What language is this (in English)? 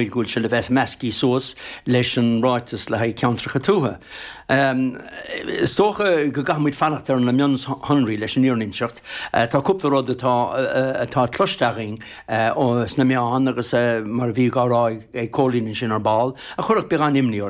Irish